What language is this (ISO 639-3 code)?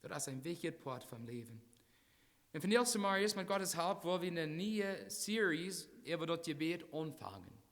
pdt